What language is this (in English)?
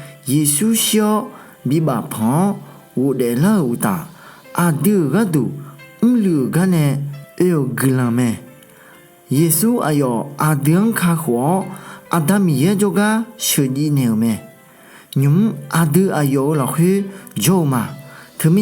Akha